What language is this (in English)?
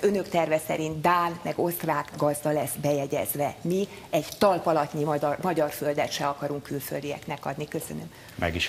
Hungarian